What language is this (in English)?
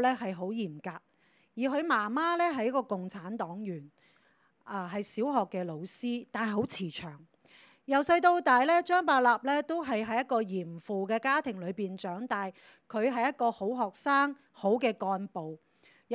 Cantonese